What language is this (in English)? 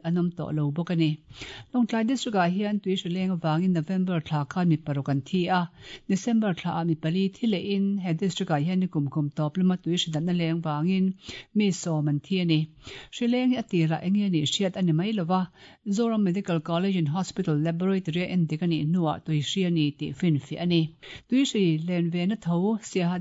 Mizo